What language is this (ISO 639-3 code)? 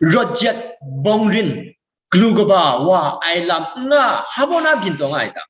kac